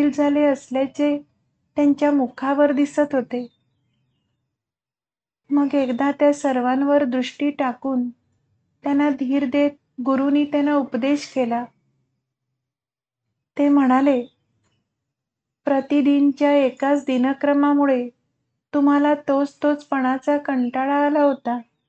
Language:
Marathi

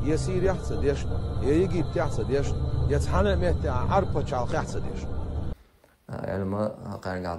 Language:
Chechen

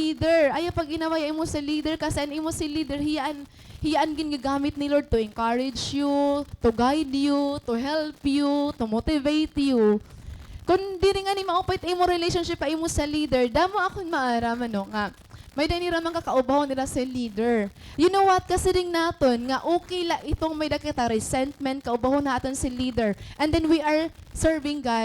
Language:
Waray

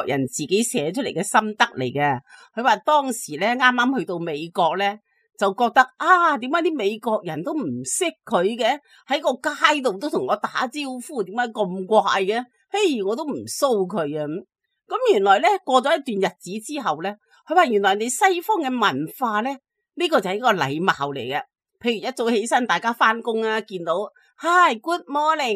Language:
Cantonese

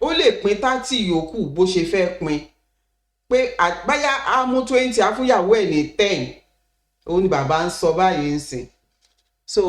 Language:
Yoruba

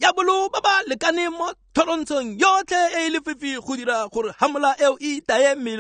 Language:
Tswana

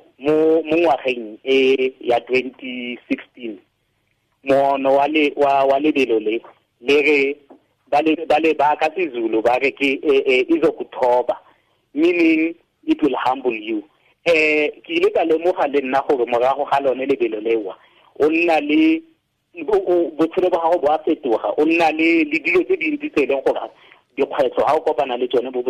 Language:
Tswana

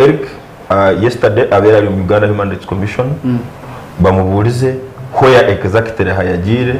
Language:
Nyankole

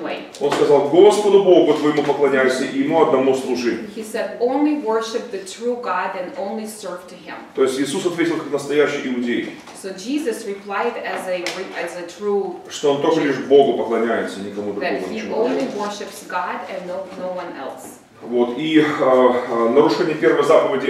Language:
Russian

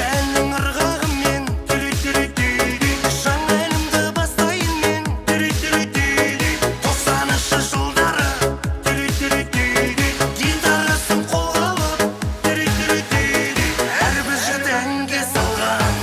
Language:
Kara-Kalpak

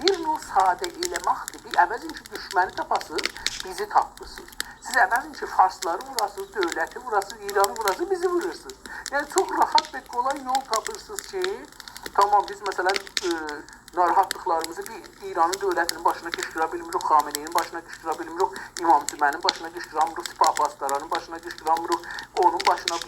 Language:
South Azerbaijani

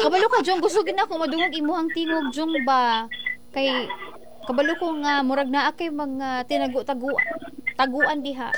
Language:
Cebuano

